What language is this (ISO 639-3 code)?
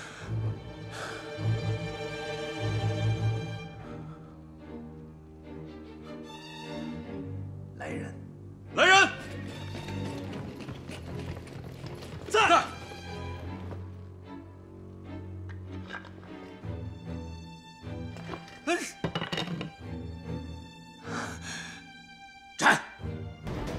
zho